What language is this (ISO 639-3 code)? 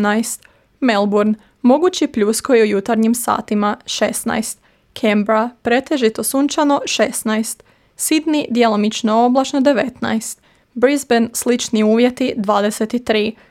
hrv